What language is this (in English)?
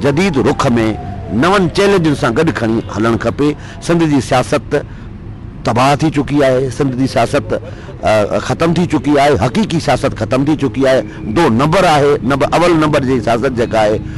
Sindhi